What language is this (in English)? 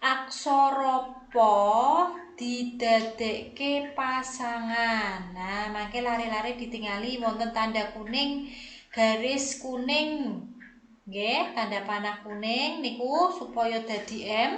Javanese